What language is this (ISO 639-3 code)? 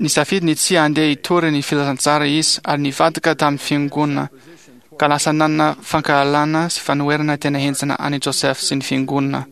mlg